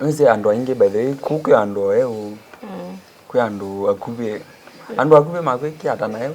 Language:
Kamba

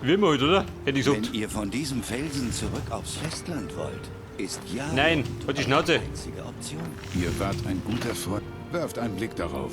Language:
Bavarian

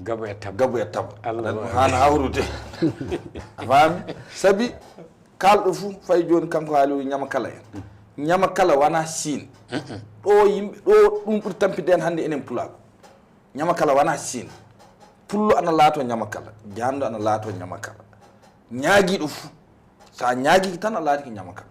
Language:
Fula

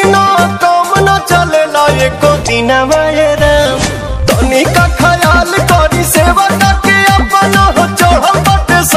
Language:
Bhojpuri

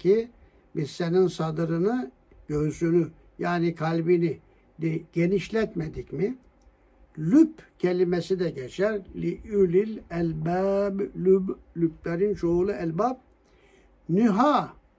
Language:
Turkish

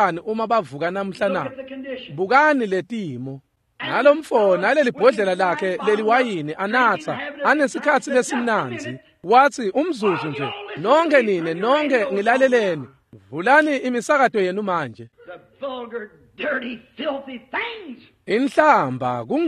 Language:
Swati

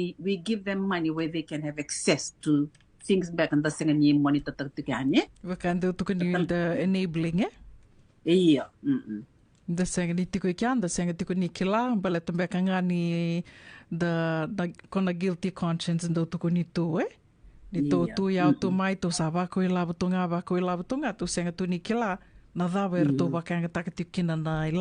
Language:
Fijian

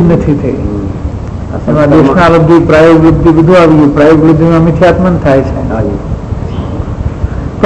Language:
Gujarati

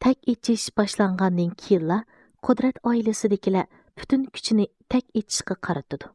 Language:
Uyghur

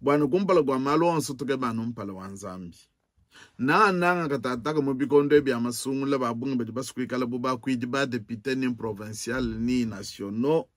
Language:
Luba-Lulua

